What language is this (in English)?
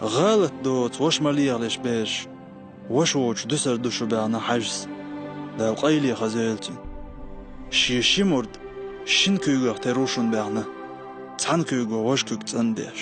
Chechen